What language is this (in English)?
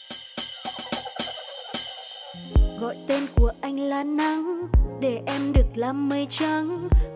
Vietnamese